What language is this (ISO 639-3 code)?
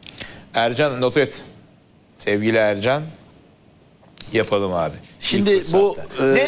tur